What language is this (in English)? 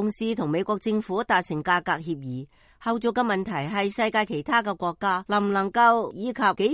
Cantonese